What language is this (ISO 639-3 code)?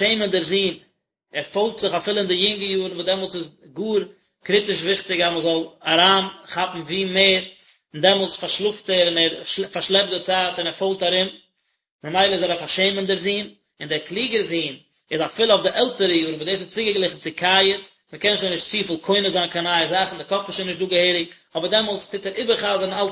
yid